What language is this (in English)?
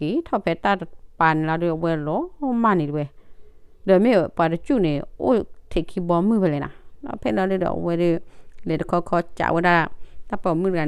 S'gaw Karen